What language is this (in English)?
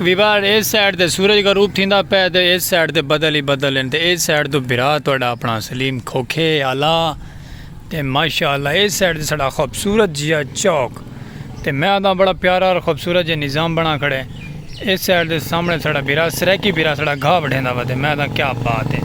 Saraiki